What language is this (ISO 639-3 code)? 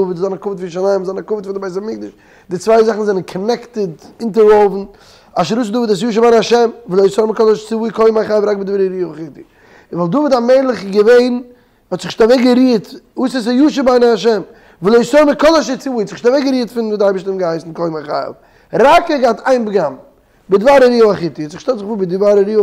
yid